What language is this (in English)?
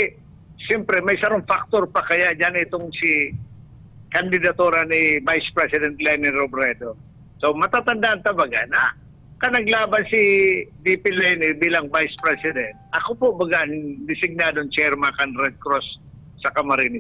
Bikol